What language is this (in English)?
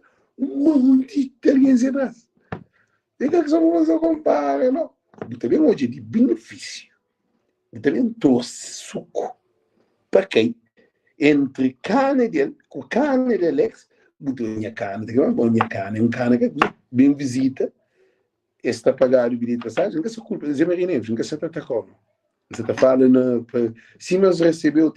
Kabuverdianu